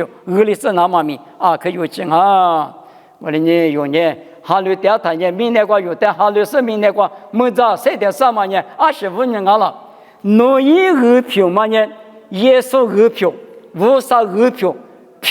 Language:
Lisu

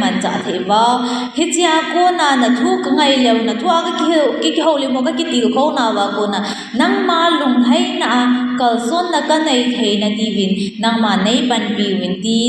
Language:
Thado Chin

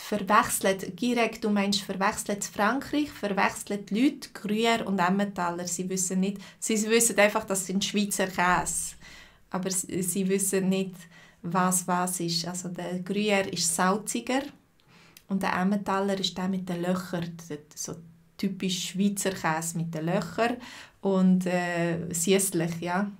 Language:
Swiss German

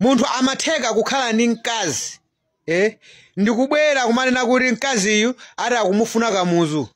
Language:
Nyanja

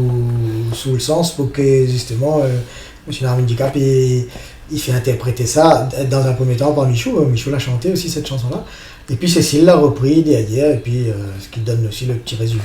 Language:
Réunion Creole French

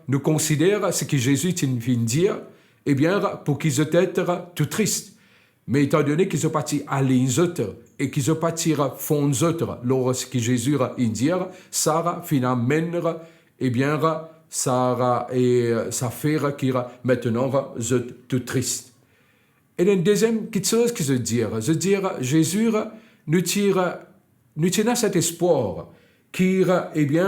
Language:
Morisyen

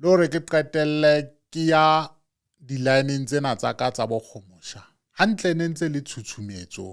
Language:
Southern Sotho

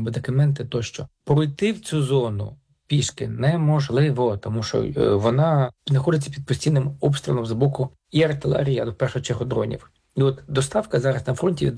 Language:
Ukrainian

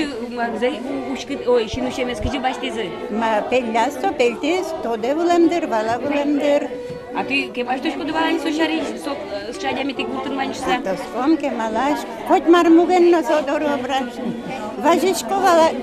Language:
Udmurt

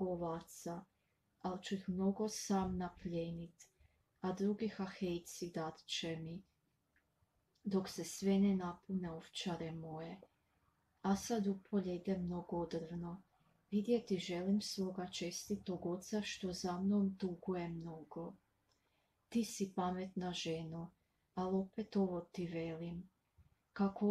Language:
Croatian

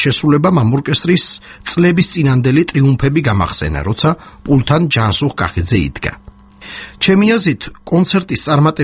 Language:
Georgian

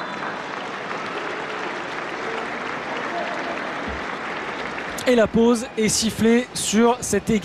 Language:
French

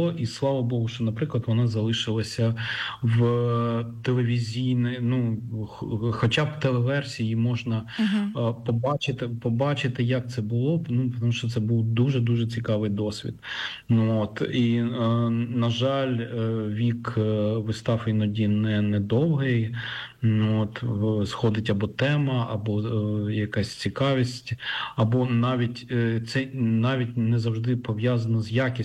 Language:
Ukrainian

